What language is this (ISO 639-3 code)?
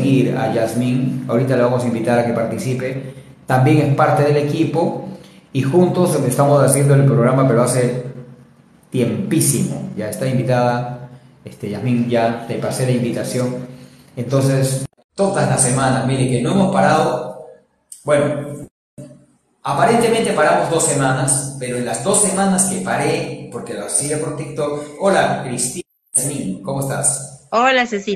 spa